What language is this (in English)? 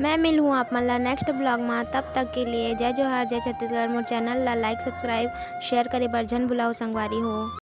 Chhattisgarhi